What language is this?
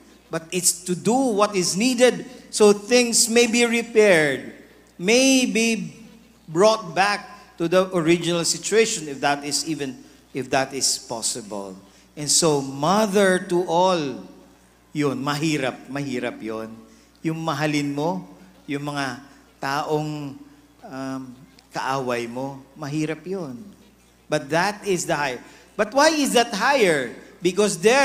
Bikol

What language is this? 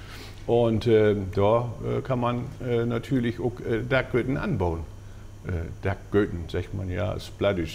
Low German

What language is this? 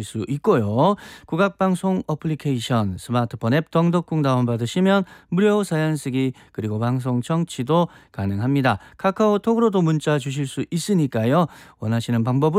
Korean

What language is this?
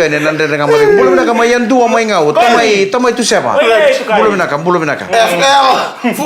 Fijian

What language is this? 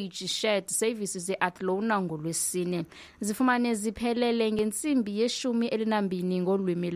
Xhosa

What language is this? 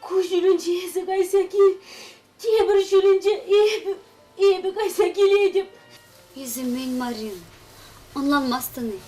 Chuvash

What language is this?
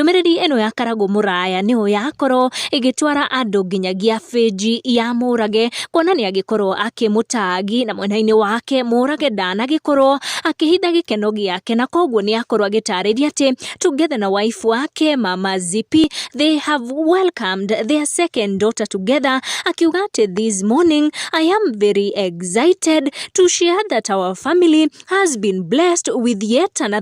Kikuyu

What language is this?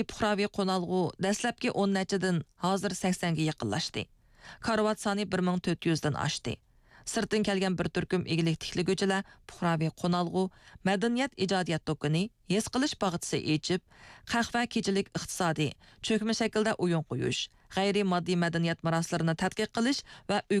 Uyghur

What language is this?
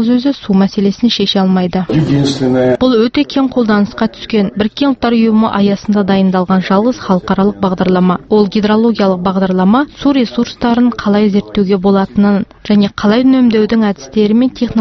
Kazakh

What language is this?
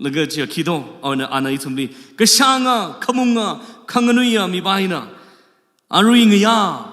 Tangkhul Naga (India)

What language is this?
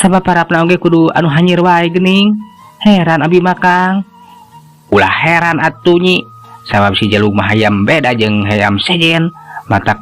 Sundanese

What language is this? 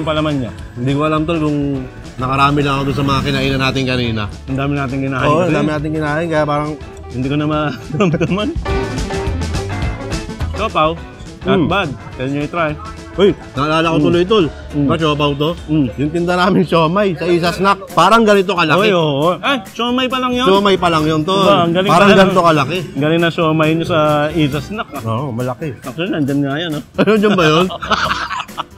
Filipino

